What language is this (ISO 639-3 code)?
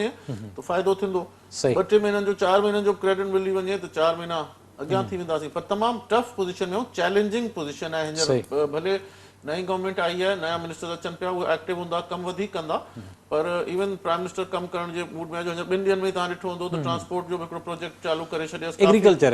snd